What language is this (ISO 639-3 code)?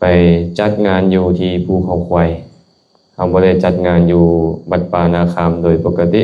lao